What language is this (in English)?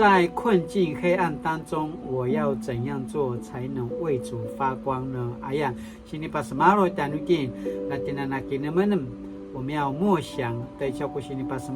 Paiwan